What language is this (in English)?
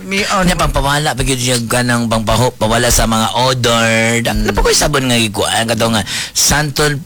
Cebuano